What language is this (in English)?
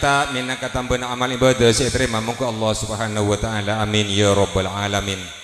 Madurese